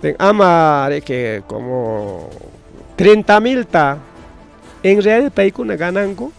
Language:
Ayacucho Quechua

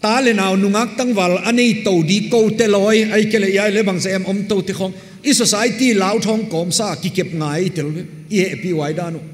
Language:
Paite Chin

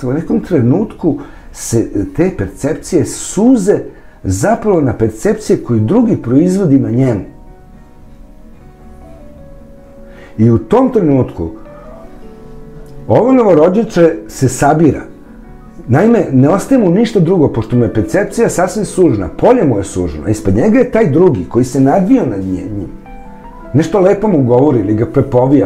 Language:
Serbian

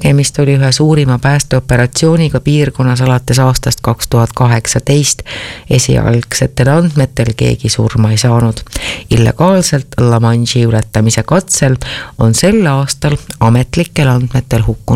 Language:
Estonian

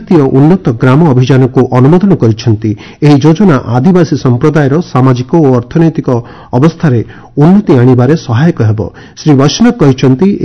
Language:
Odia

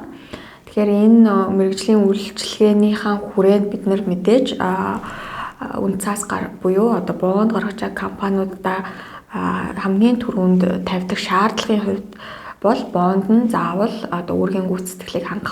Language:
Mongolian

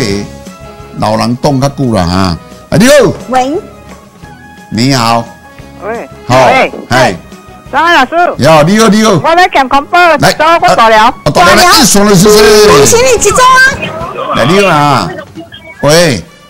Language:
Min Nan Chinese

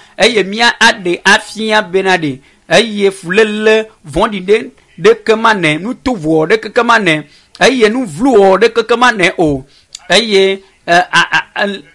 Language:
Ewe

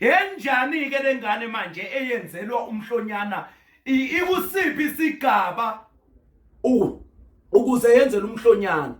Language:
Zulu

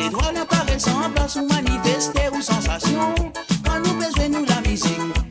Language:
Morisyen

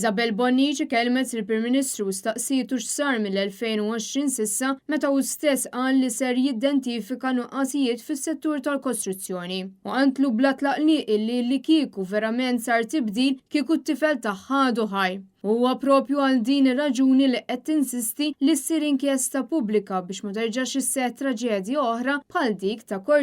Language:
Maltese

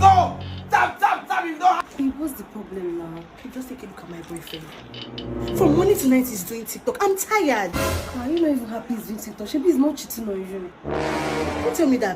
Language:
Nigerian Pidgin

